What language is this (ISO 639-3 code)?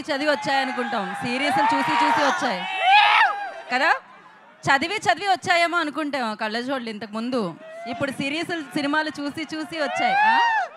tel